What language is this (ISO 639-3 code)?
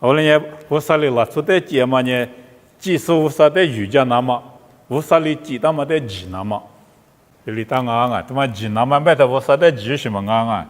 lis